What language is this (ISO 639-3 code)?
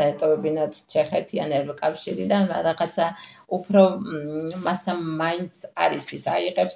kat